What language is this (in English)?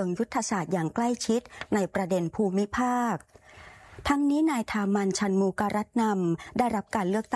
Thai